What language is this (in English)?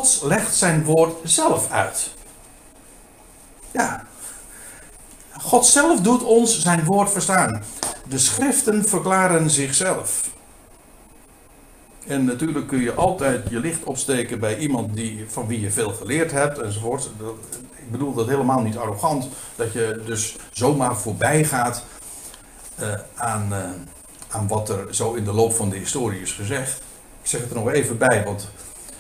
Dutch